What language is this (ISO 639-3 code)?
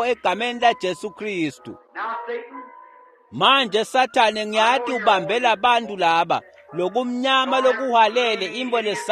ssw